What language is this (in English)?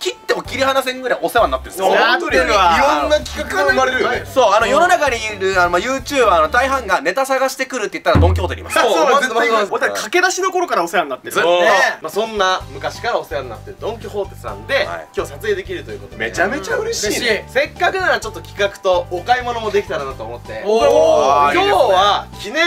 Japanese